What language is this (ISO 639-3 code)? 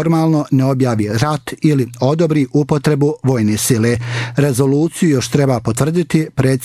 bos